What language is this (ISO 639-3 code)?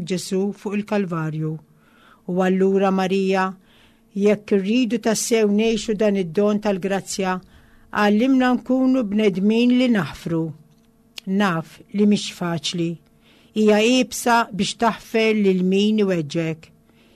mlt